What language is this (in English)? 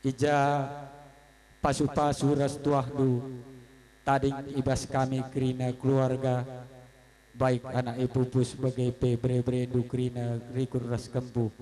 Batak Karo